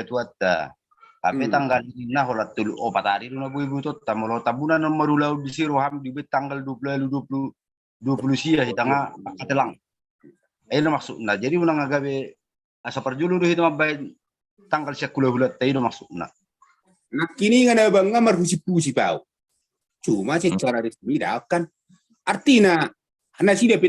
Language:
Batak Toba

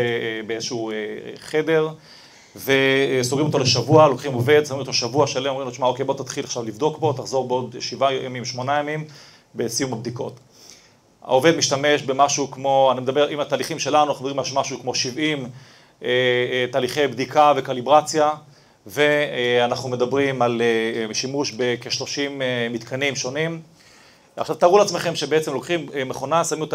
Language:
Hebrew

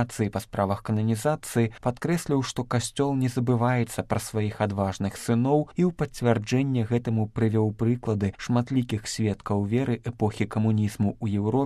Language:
Belarusian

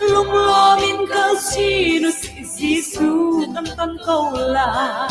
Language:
Hakha Chin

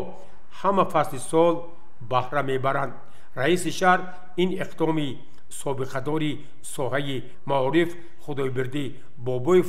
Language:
Tajik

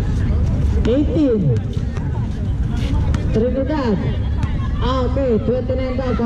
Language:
Filipino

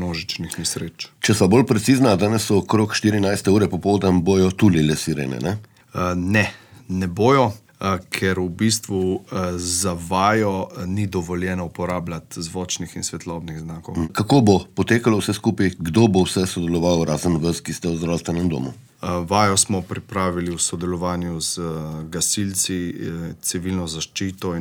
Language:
Slovenian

